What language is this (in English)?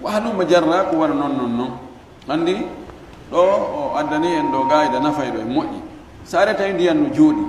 Fula